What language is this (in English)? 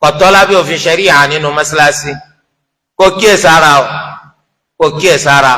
Yoruba